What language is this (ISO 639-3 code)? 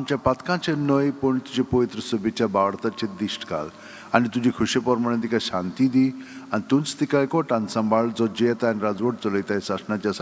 kok